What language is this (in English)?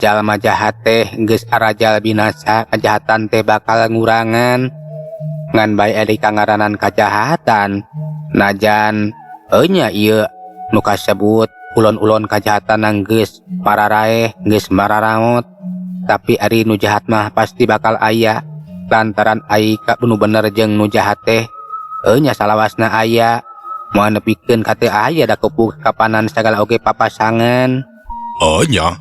Sundanese